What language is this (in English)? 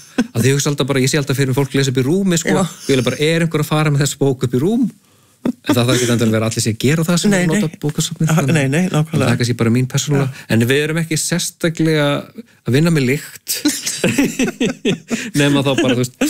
Icelandic